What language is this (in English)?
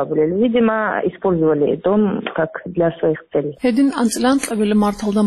Avaric